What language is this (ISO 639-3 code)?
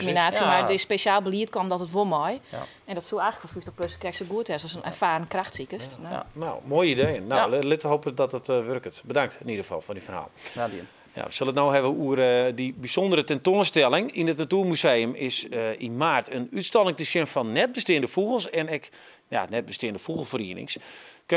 fry